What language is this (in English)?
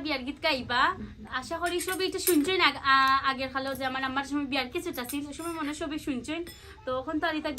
Sylheti